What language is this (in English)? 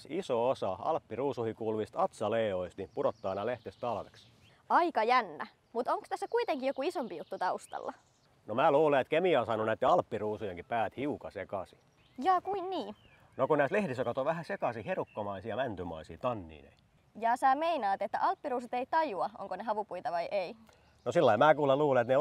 Finnish